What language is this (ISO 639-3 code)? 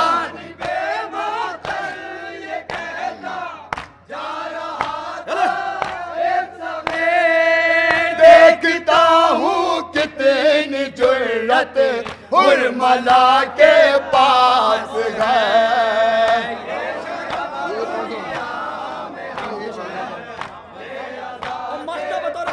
urd